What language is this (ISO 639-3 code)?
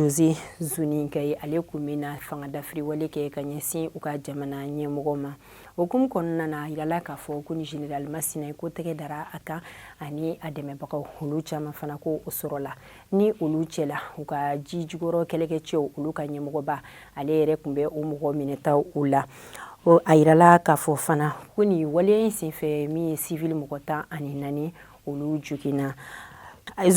bam